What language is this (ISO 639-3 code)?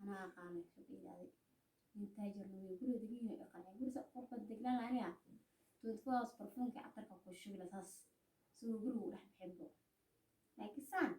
som